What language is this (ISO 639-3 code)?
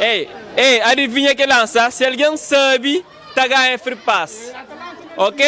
kea